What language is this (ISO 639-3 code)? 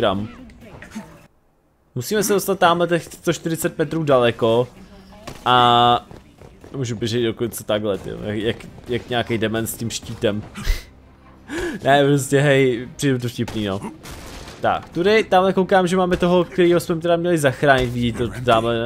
ces